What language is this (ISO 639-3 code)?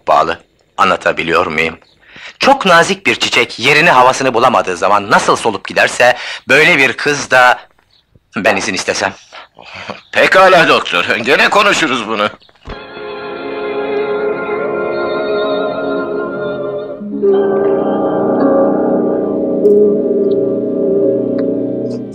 tur